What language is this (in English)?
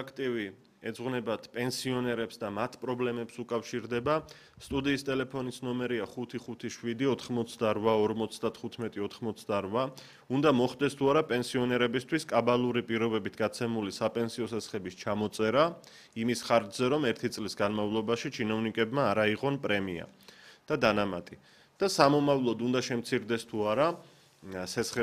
Georgian